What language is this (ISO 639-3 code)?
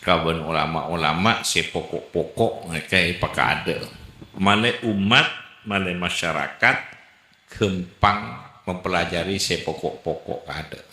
mad